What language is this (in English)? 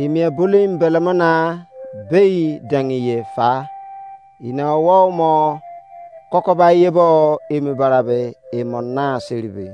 Izon